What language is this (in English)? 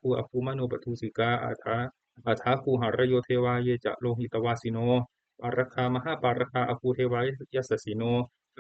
Pali